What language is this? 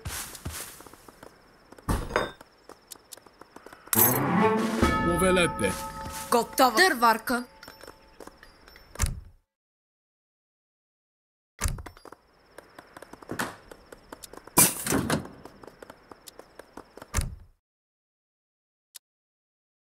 Bulgarian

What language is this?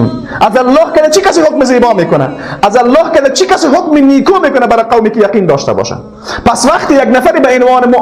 Persian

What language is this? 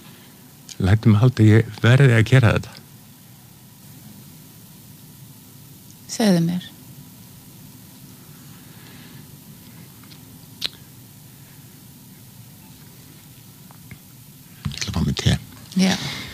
Icelandic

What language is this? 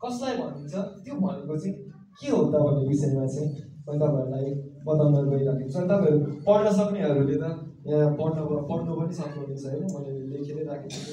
Nepali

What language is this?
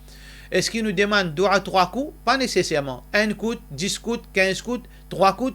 Morisyen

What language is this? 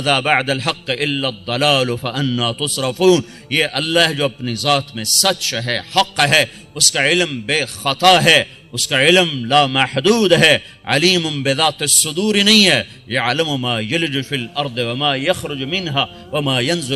Urdu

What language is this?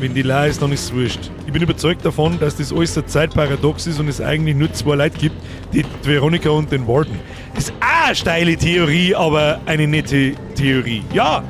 Bavarian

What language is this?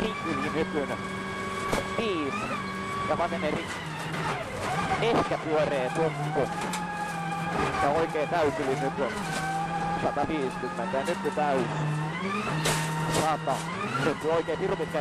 Finnish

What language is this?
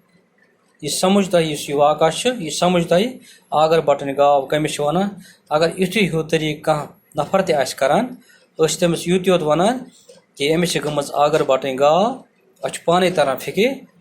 Kashmiri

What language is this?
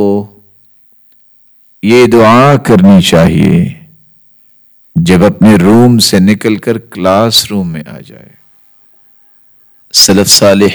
Urdu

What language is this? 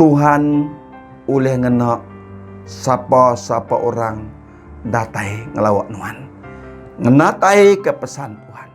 Iban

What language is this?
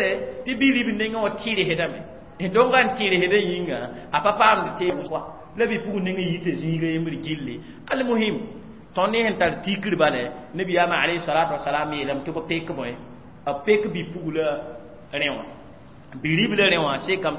Mossi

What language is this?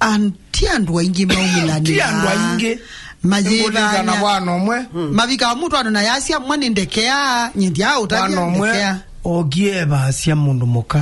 Kamba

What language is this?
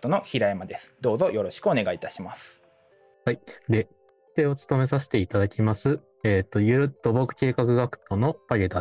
Japanese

